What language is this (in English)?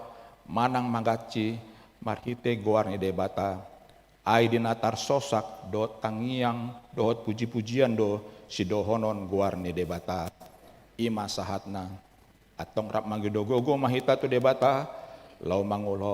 Batak Toba